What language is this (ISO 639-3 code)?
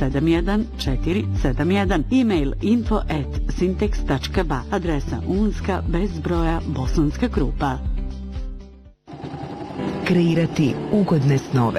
bos